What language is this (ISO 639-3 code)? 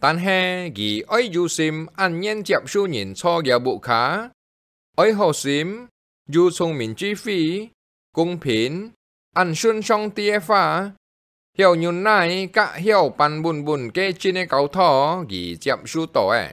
hak